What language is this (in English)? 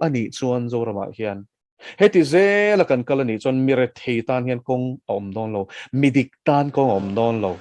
Mizo